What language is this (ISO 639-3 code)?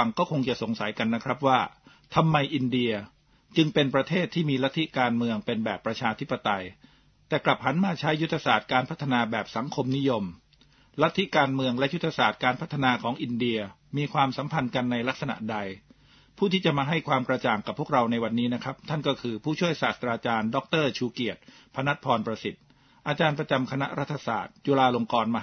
tha